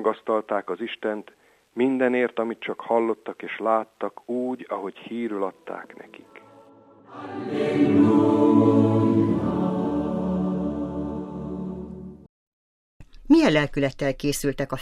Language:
Hungarian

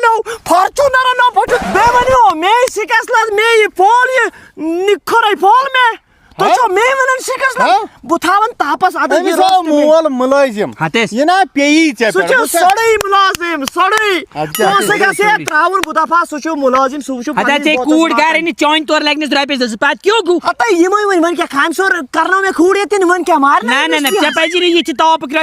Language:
Kashmiri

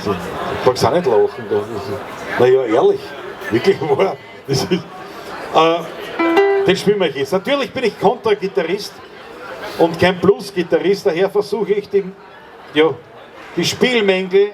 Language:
Bavarian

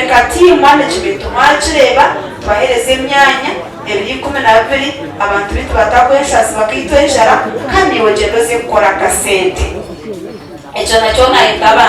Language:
Nyankole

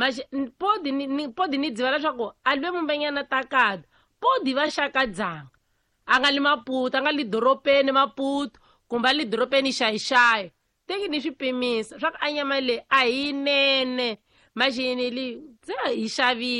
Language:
Tsonga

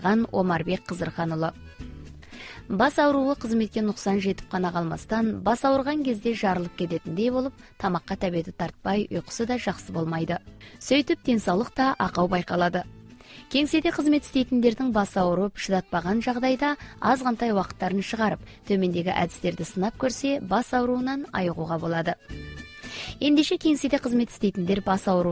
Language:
Kazakh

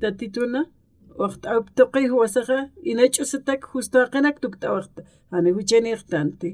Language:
Aymara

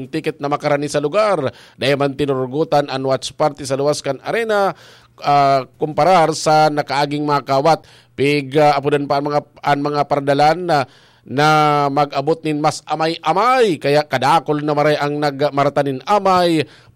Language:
Bikol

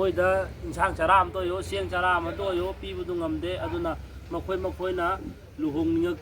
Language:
Manipuri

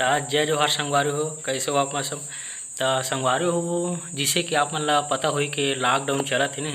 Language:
Chhattisgarhi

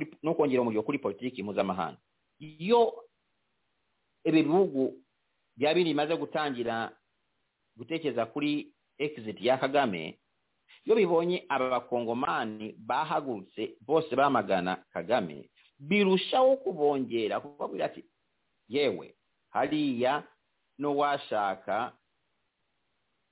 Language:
Kinyarwanda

